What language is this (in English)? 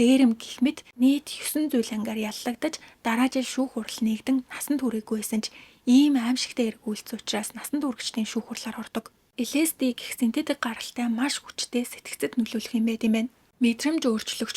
Mongolian